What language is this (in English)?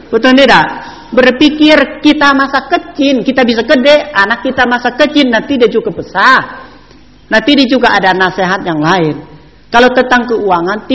Indonesian